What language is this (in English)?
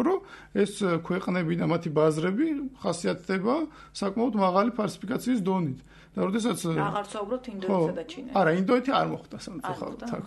Georgian